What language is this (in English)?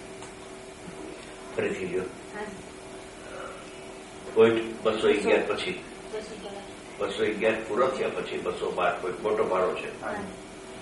Gujarati